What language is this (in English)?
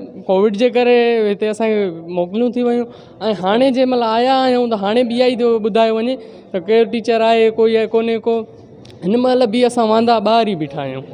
Sindhi